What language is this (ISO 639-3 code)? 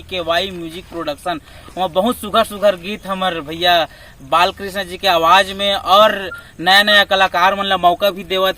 hne